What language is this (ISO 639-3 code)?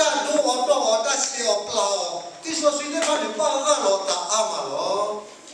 ksw